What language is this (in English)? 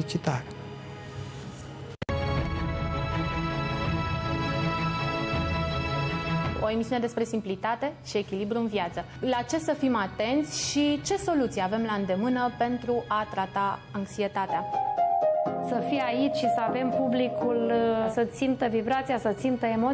Romanian